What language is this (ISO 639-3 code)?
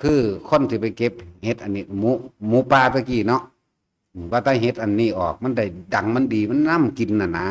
tts